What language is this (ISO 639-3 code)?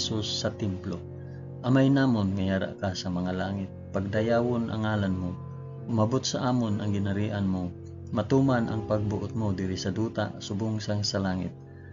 hil